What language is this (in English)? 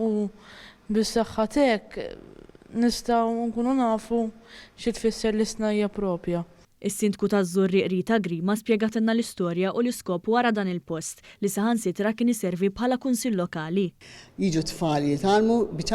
Maltese